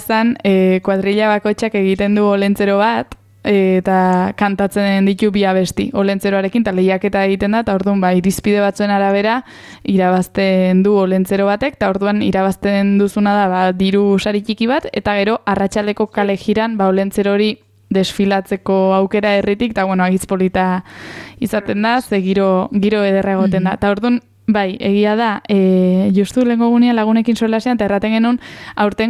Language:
Basque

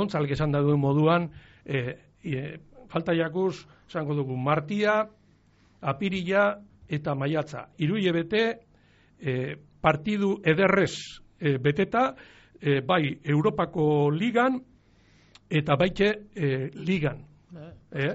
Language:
Basque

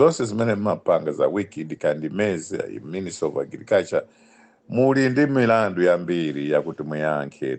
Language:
Nyanja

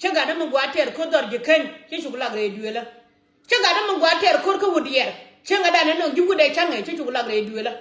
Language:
Nuer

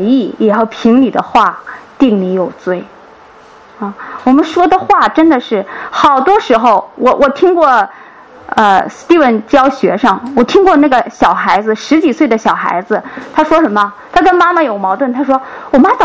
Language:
Chinese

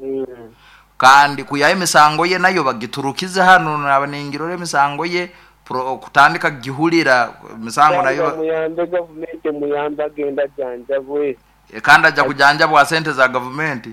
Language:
Nyoro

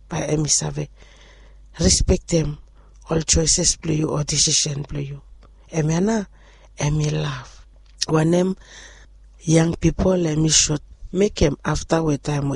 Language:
Bislama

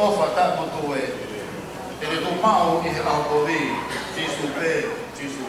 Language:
Tongan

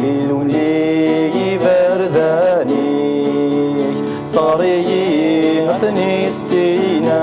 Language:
Kabyle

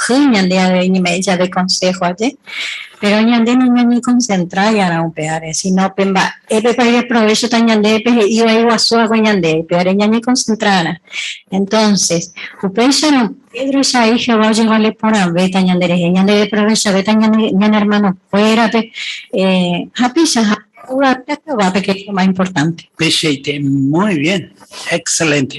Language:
Guarani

